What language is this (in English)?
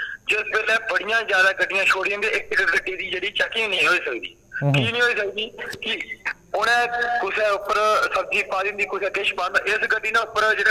Dogri